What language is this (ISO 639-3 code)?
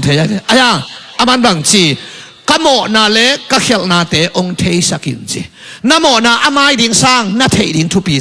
ctd